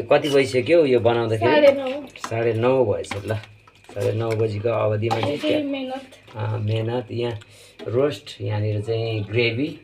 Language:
Nepali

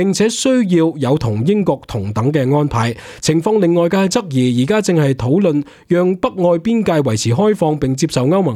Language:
Cantonese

